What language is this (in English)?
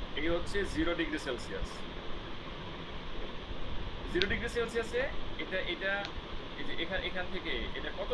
Bangla